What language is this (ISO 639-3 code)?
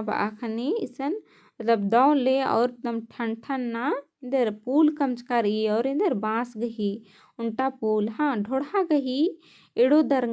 kru